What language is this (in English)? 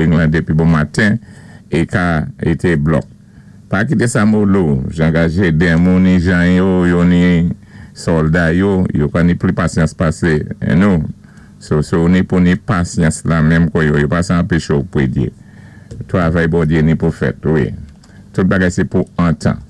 Saint Lucian Creole French